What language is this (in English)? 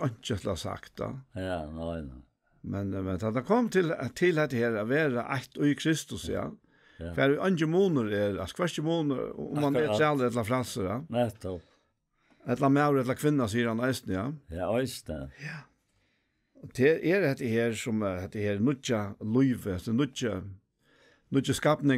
Faroese